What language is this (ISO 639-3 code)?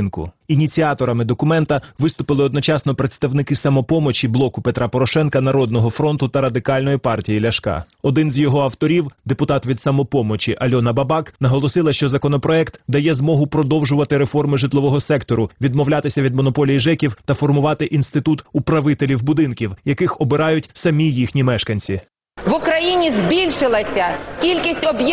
ukr